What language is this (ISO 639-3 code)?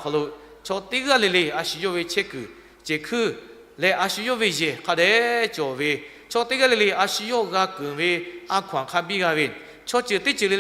lhu